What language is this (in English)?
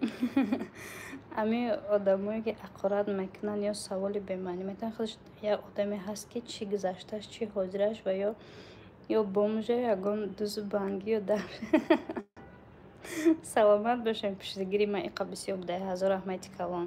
Tajik